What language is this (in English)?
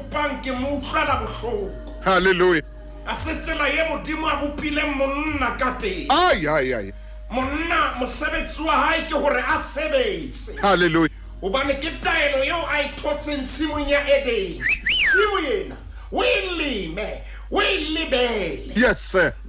Southern Sotho